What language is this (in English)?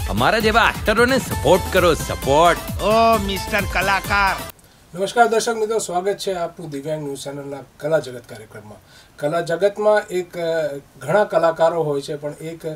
Gujarati